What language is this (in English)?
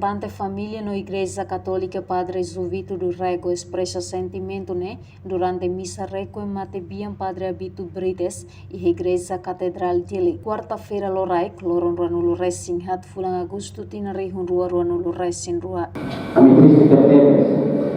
Tetum